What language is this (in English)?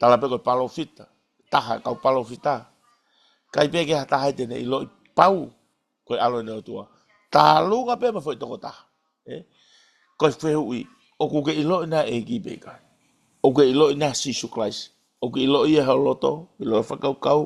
Tongan